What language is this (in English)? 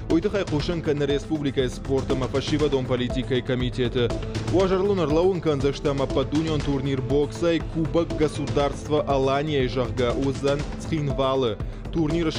Ossetic